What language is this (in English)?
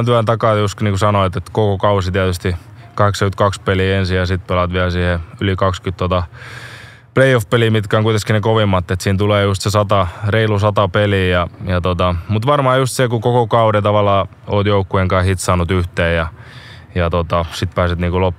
Finnish